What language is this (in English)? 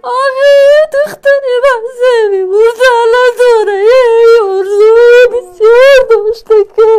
Tajik